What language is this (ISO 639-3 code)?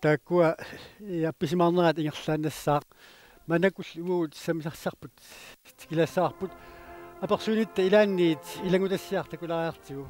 kal